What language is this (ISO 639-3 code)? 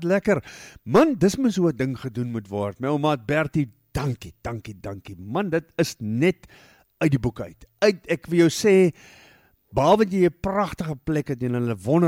afr